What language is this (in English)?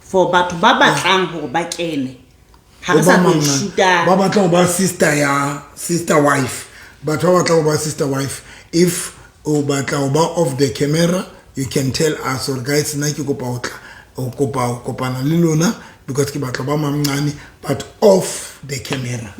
Southern Sotho